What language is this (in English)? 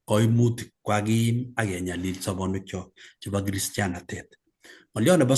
Kalenjin